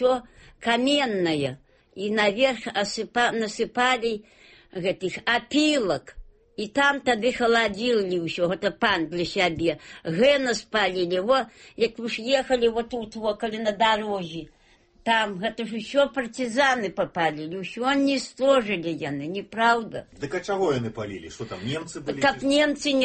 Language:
Belarusian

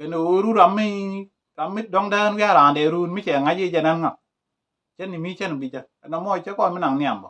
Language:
Nuer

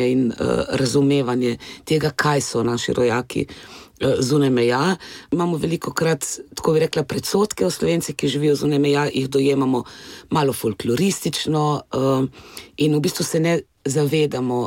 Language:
Slovenian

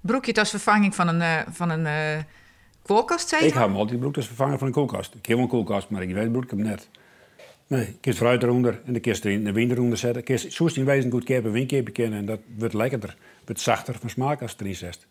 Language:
Western Frisian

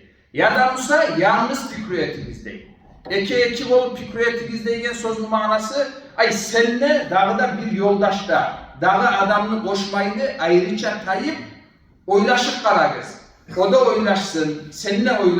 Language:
Kumyk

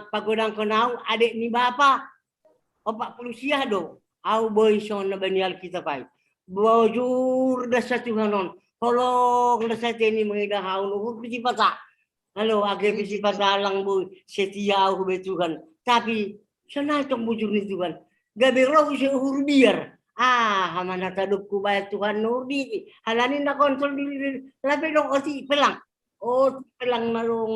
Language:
Batak Simalungun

